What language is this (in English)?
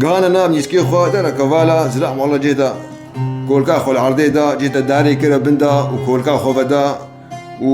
Kurdish